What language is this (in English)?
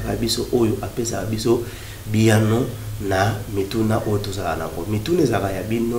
Lingala